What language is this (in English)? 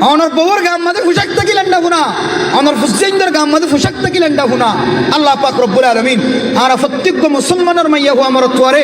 Rohingya